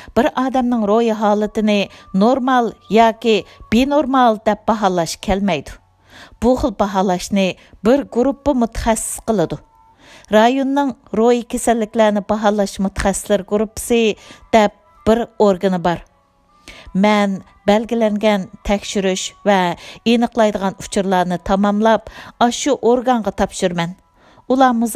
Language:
Uyghur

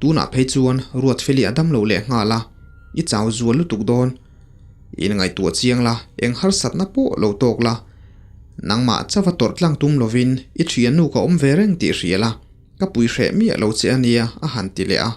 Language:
Mizo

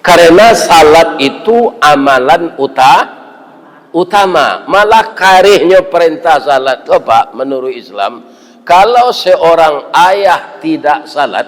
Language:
Minangkabau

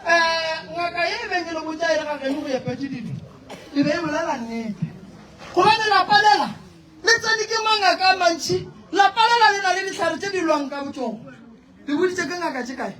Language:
Northern Sotho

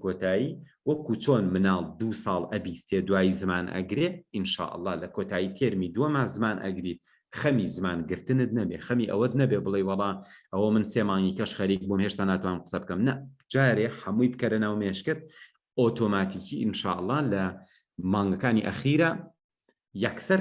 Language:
Central Kurdish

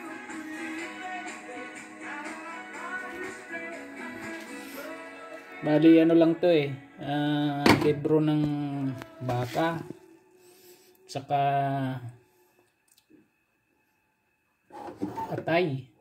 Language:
Filipino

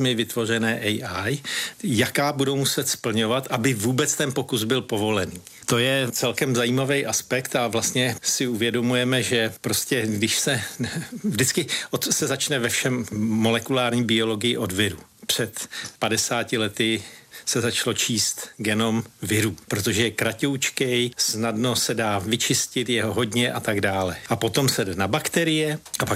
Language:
Czech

